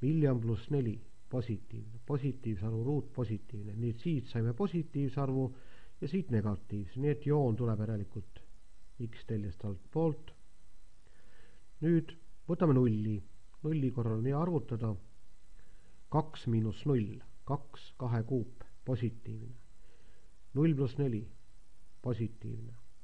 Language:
Estonian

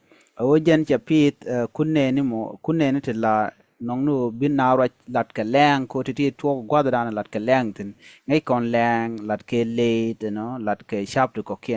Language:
Nuer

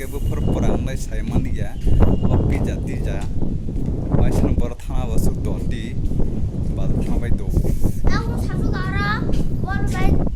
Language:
Kok Borok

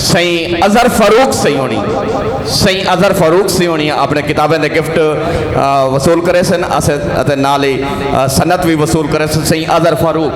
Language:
Saraiki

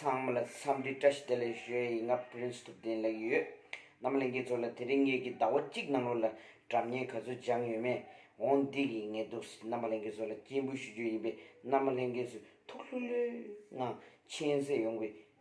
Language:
Tibetan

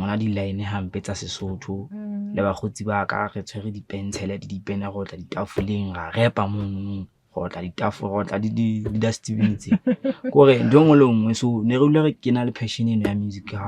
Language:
Southern Sotho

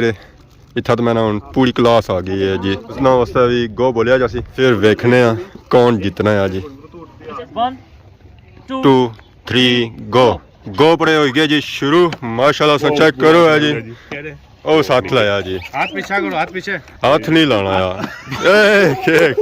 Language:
Pahari-Potwari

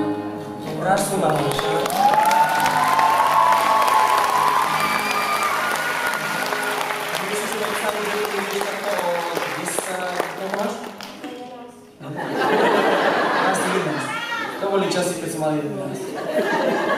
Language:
Slovak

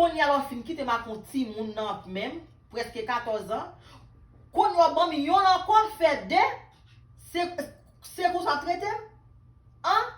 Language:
Haitian Creole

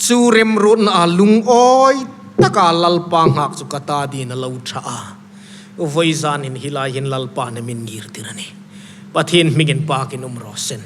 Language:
Hmar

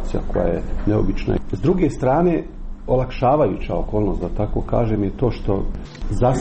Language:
Croatian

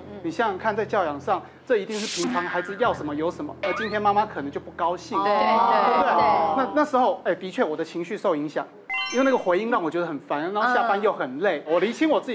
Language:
Chinese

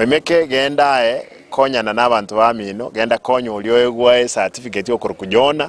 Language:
Gusii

